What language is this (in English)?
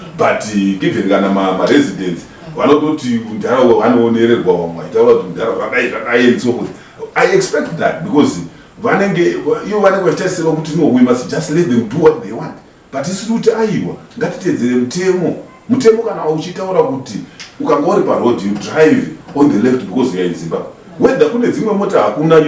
Shona